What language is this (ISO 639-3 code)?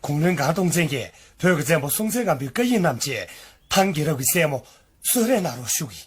bod